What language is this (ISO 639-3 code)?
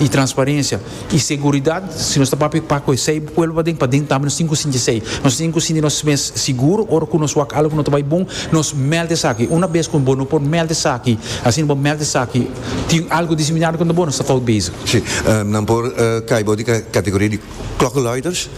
pap